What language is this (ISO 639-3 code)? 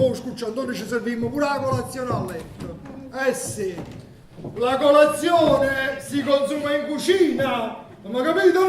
nap